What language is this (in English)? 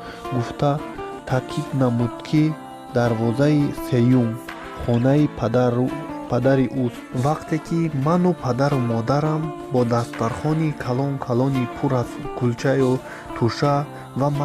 Tajik